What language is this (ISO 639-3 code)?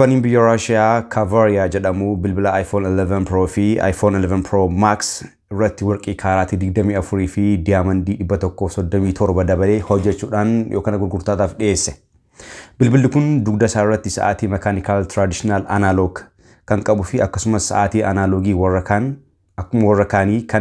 orm